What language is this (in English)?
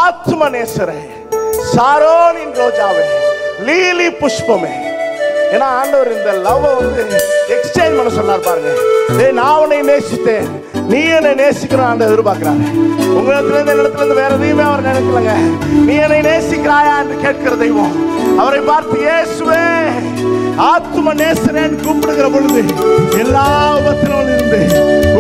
Tamil